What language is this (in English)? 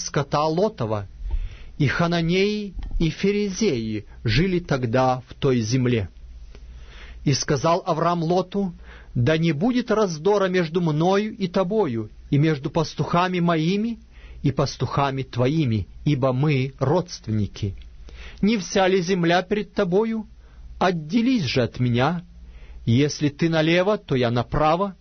Russian